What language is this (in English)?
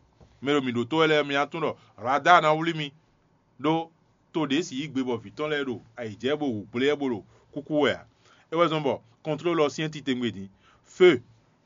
Fon